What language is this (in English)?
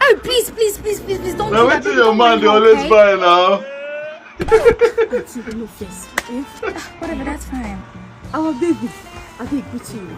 Nigerian Pidgin